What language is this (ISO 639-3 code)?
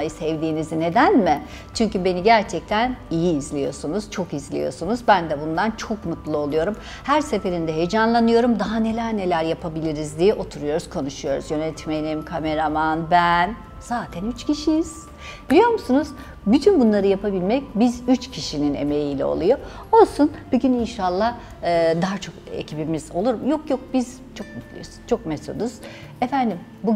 tur